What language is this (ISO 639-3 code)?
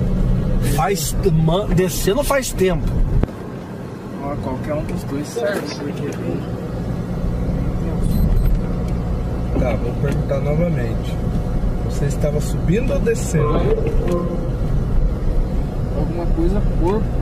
por